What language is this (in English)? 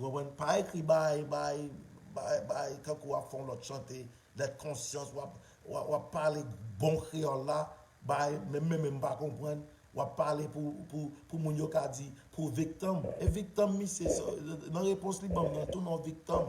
Haitian Creole